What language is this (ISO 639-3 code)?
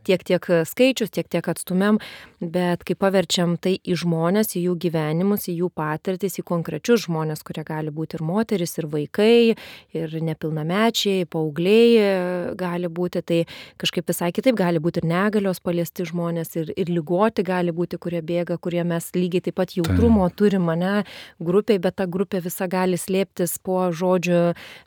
lit